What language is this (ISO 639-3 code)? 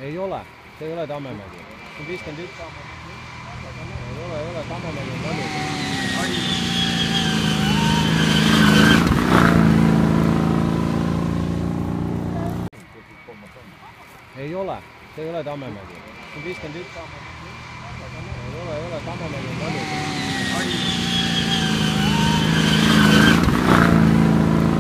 est